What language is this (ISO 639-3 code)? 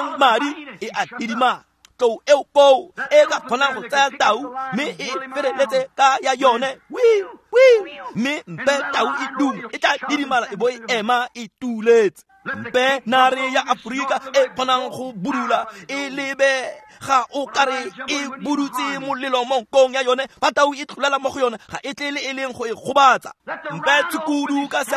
tsn